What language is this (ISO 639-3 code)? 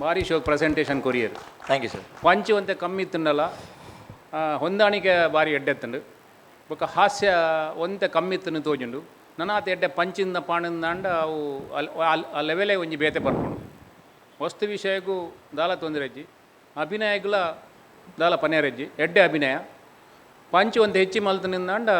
tcy